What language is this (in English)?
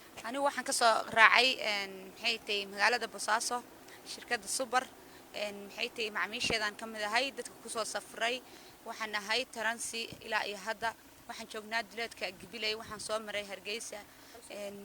Somali